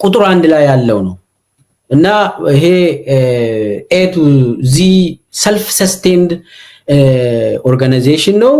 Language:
Amharic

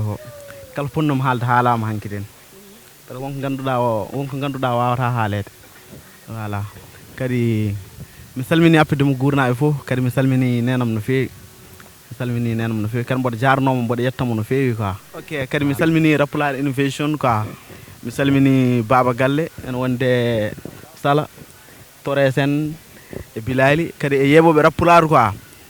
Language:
Fula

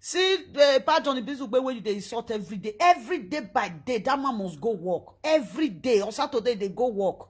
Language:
Nigerian Pidgin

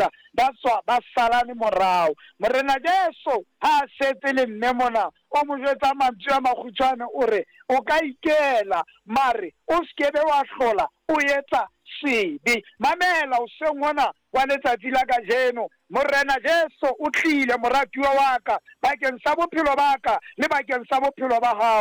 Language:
Southern Sotho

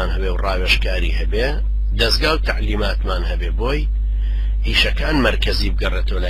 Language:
Central Kurdish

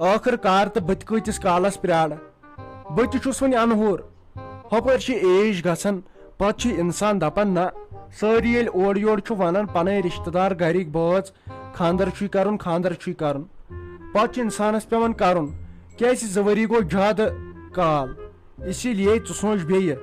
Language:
Kashmiri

